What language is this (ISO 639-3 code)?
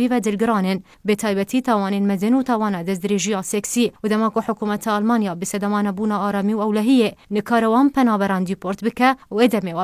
kur